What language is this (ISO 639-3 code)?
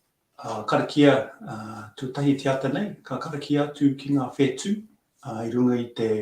mri